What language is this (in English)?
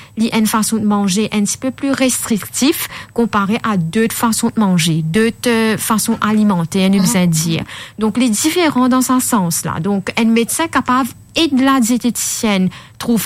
Morisyen